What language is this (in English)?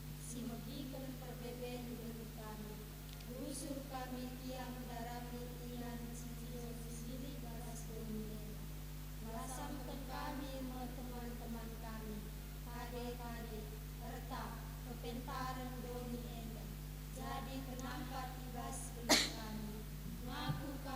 Batak Karo